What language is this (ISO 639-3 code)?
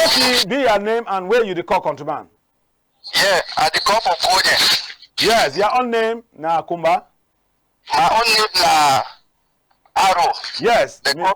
wes